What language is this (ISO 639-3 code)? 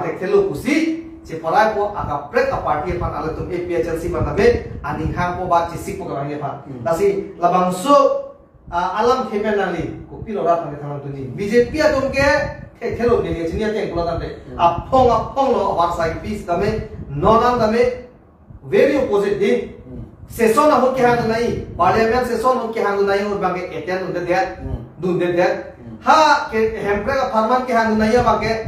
mjw